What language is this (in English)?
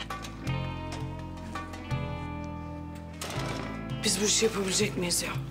Turkish